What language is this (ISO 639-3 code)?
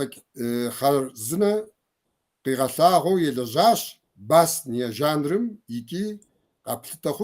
kbd